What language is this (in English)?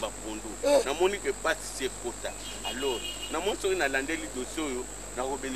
Lingala